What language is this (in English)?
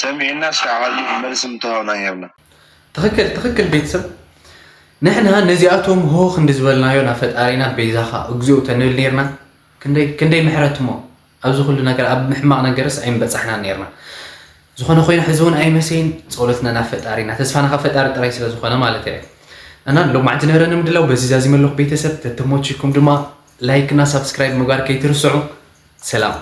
Tigrinya